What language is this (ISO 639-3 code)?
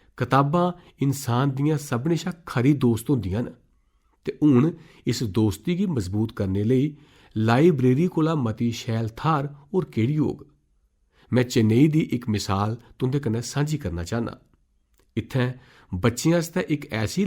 doi